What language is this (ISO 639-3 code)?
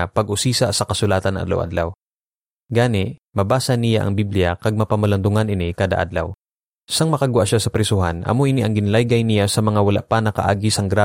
hil